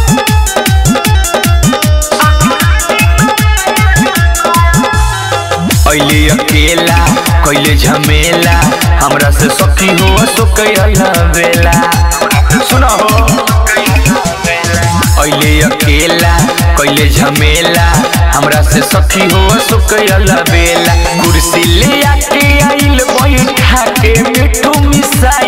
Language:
Bhojpuri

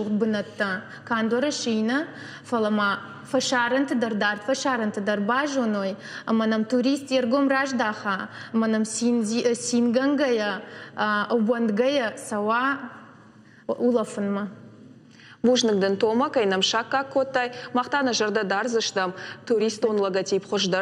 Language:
Ossetic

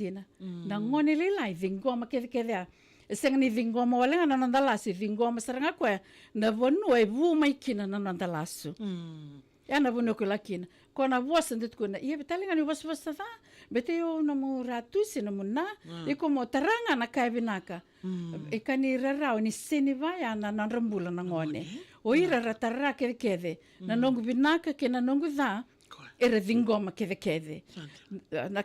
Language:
Fijian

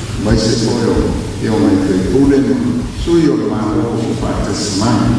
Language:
Samoan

